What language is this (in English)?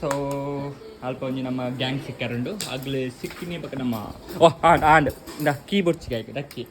Tulu